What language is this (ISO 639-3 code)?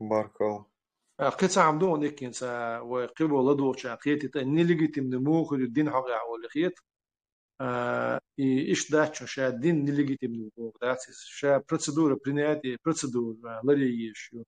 che